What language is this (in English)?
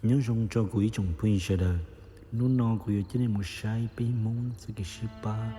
Hmong